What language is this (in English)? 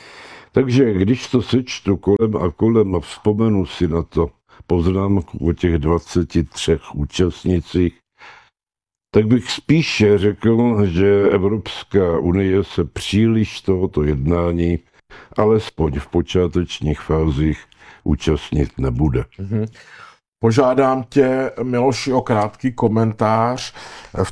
Czech